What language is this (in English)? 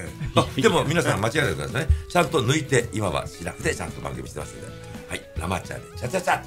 Japanese